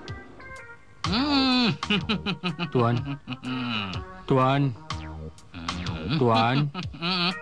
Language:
Malay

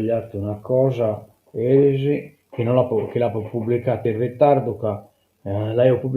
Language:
Sardinian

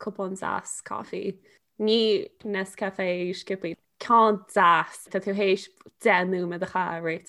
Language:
Irish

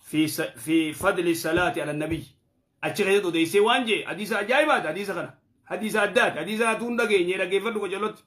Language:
Oromo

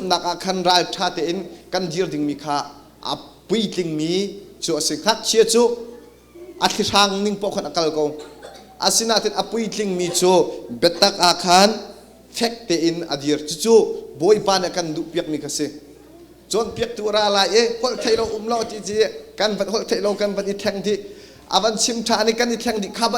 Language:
Hakha Chin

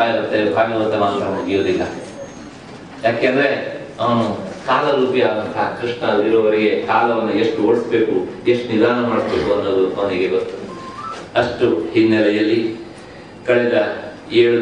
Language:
Kannada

